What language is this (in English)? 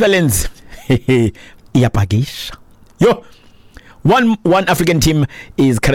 Xhosa